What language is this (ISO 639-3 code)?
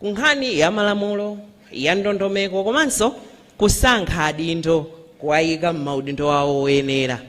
nya